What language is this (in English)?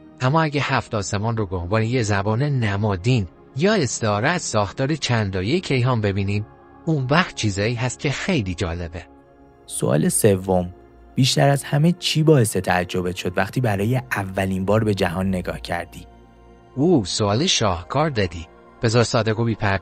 Persian